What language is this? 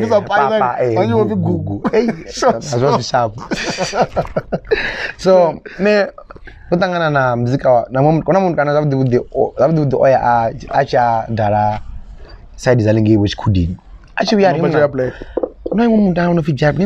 Venda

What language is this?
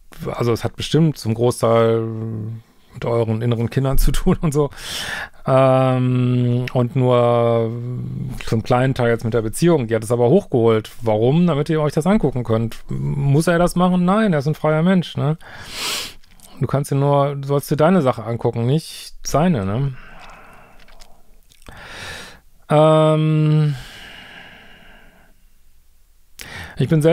German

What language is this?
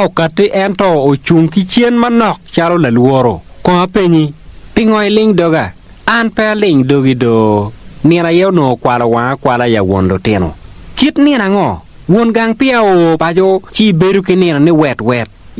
Acoli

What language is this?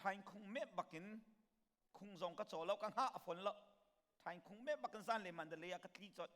Hakha Chin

